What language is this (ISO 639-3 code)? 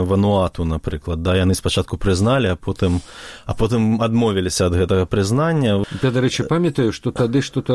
bel